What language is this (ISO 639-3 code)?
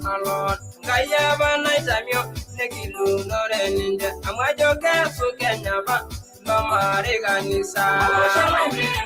mas